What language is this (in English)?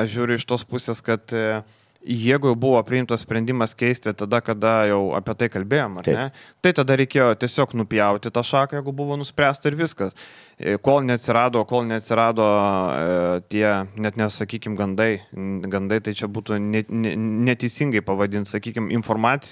Lithuanian